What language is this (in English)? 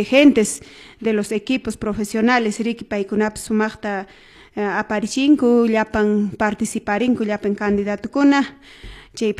Quechua